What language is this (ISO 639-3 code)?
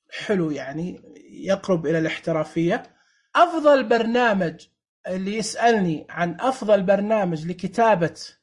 ars